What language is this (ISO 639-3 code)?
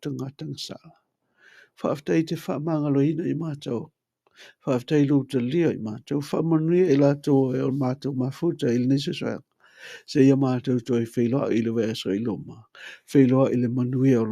smo